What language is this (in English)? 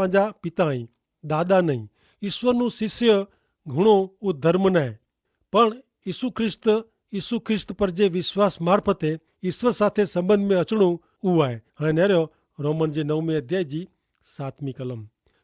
Kachhi